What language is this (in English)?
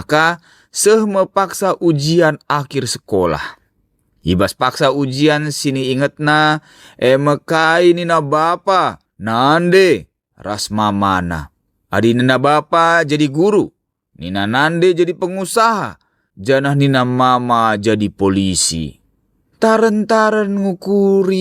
Batak Karo